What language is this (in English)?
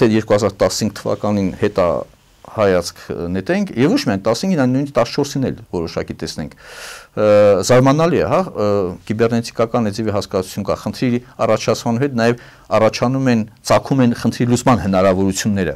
Armenian